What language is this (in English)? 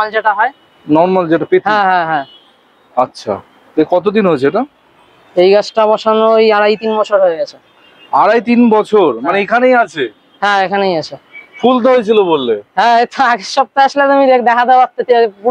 Bangla